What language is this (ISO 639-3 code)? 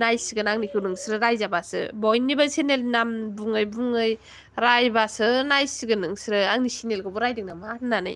brx